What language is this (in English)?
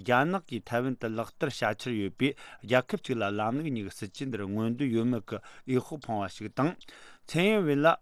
Tibetan